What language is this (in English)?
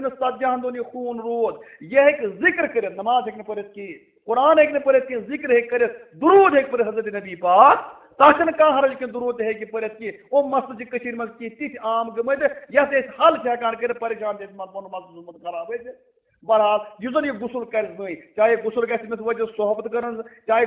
Kashmiri